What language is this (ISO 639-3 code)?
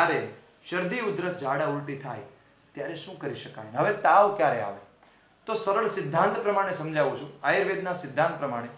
guj